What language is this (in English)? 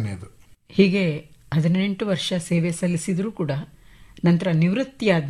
Kannada